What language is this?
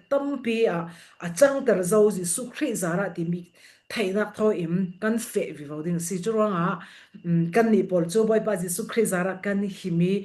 Falam Chin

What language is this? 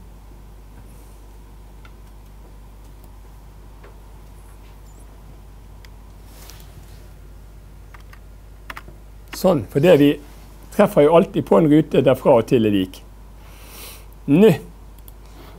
Norwegian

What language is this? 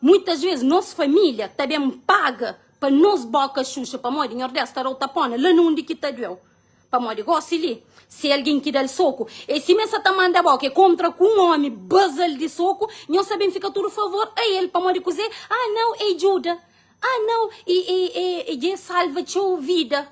Kabuverdianu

